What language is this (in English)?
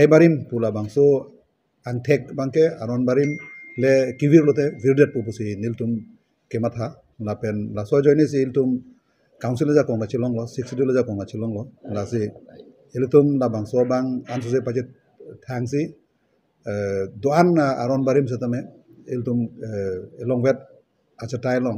Karbi